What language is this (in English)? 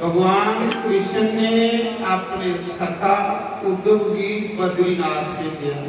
Dogri